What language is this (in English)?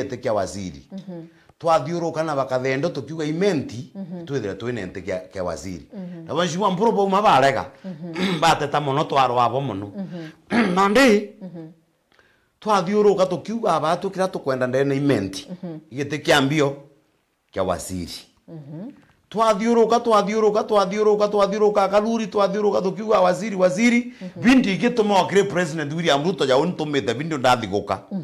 Meru